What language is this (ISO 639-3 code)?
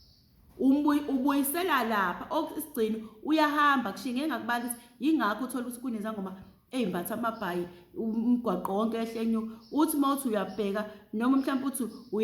zul